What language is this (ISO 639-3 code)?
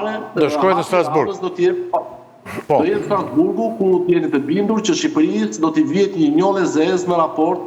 sqi